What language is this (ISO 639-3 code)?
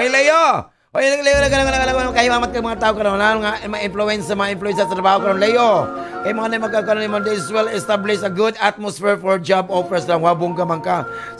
ceb